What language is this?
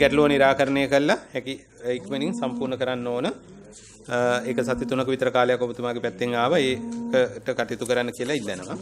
Sinhala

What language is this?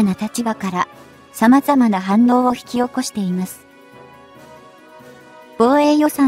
Japanese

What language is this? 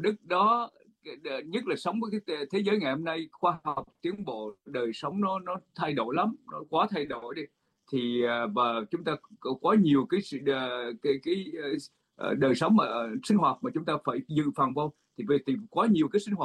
Vietnamese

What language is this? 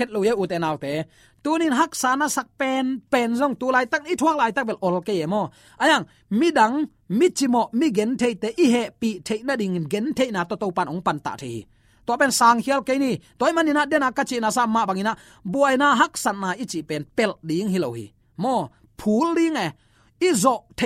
Tedim Chin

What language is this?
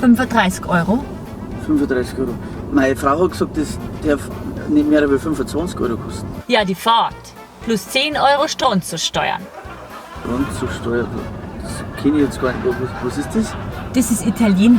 Bavarian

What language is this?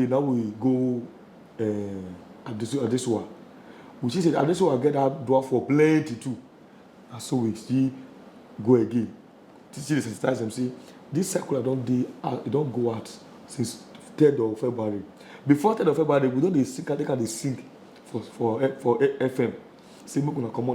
Nigerian Pidgin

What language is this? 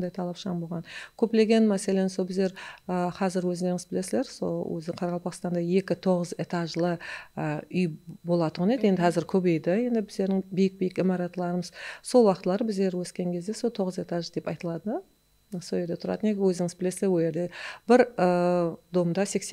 Kara-Kalpak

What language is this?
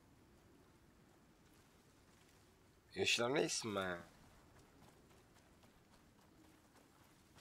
Czech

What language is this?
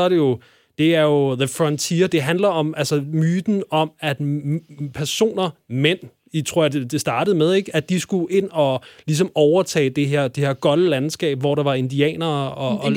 Danish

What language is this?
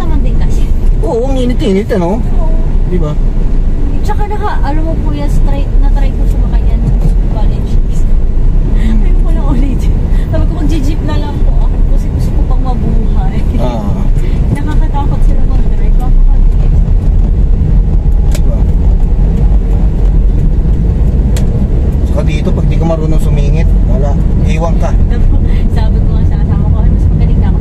Filipino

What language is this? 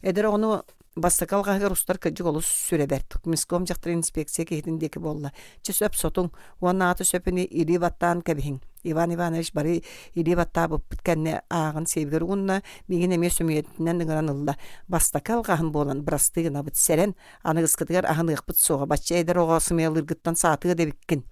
Yakut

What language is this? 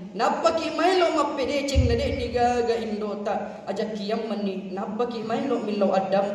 Buginese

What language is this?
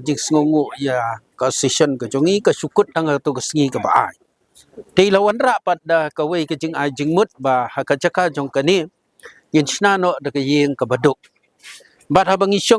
Khasi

